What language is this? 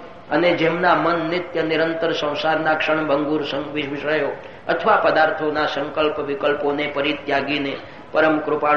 Gujarati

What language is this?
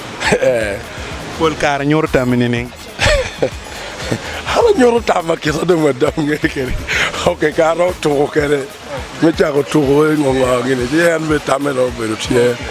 Acoli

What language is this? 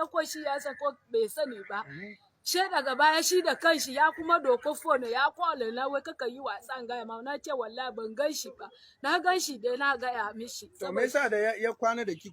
Hausa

